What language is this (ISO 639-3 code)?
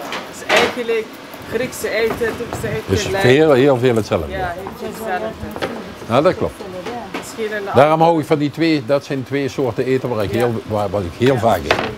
lim